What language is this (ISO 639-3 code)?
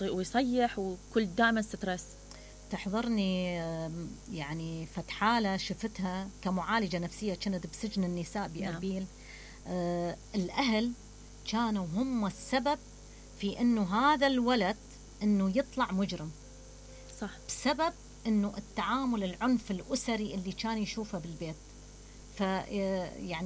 acm